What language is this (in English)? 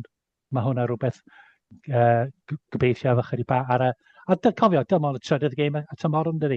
Welsh